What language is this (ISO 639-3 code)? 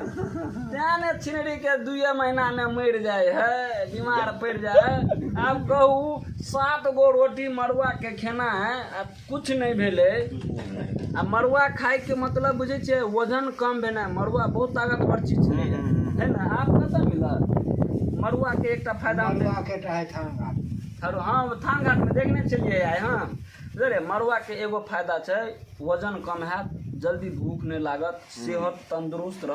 mai